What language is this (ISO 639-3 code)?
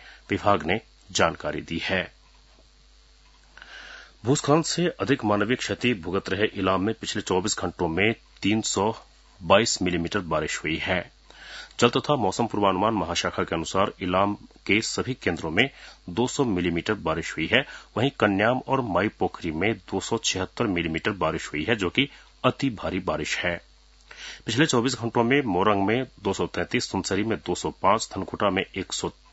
hin